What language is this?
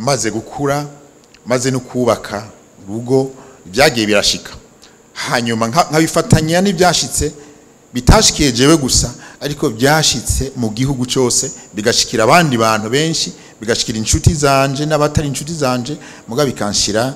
Rundi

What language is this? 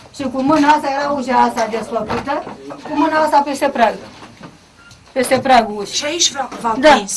Romanian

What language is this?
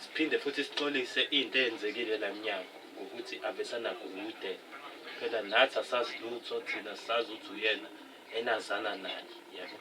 Zulu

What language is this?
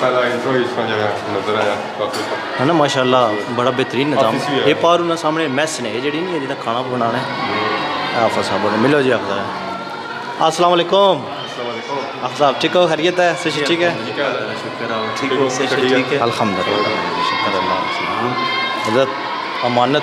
Pahari-Potwari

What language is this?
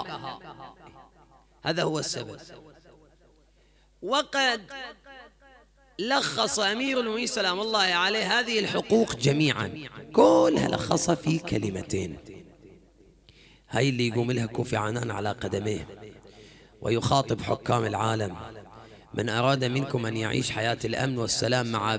Arabic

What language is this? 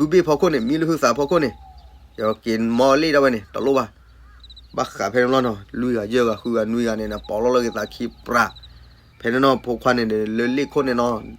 S'gaw Karen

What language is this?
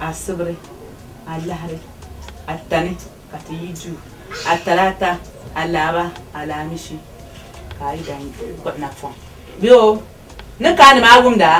Dagbani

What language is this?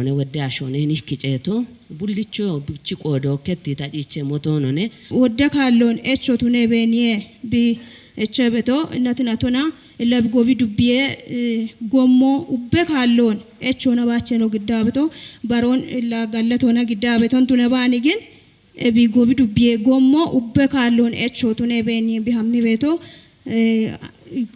Kafa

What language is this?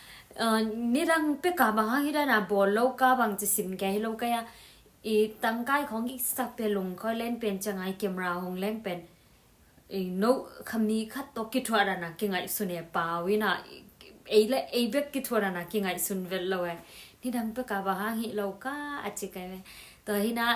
Tedim Chin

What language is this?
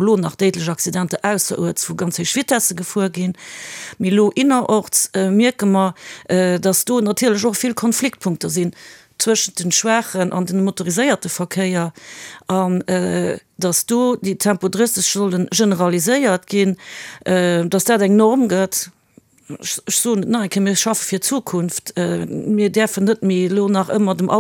Luxembourgish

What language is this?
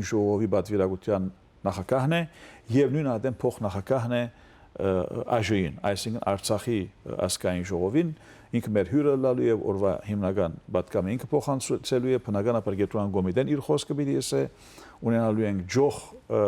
Western Armenian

